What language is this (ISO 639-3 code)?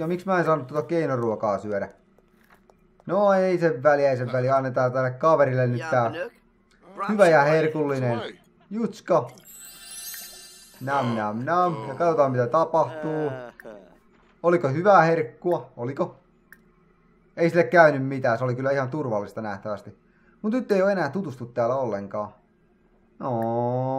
fin